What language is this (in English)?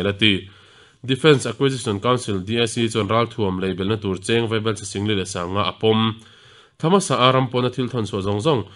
Mizo